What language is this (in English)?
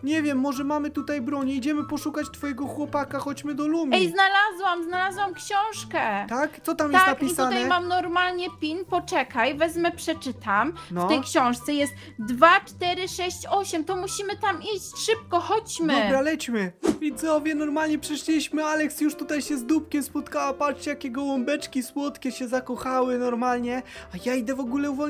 Polish